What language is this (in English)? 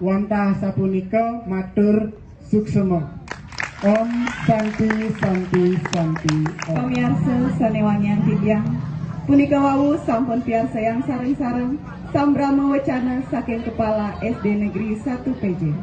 Balinese